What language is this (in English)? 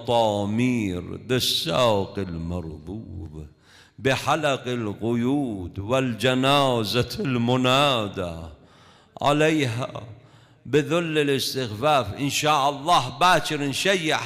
Mesopotamian Arabic